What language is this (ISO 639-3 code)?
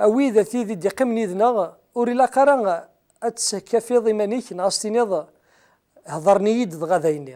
kab